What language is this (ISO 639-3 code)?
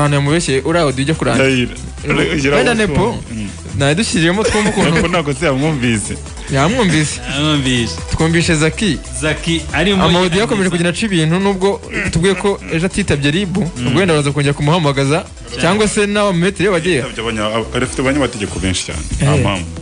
kin